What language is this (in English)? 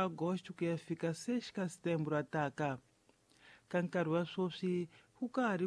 Tsonga